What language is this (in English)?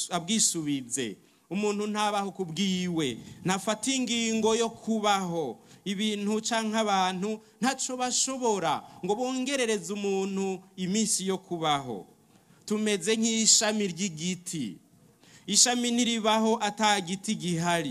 Rundi